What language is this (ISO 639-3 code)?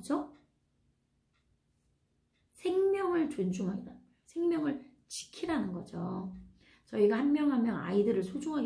kor